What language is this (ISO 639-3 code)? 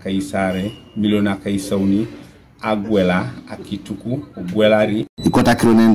teo